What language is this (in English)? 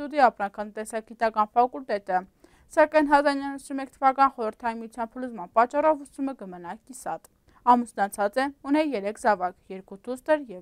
Armenian